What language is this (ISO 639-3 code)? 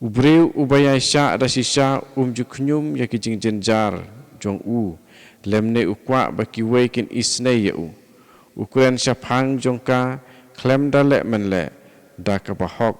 kha